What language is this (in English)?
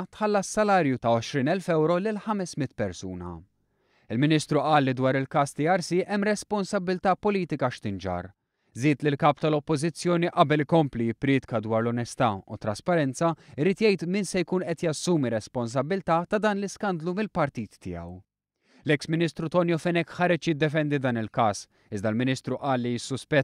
Maltese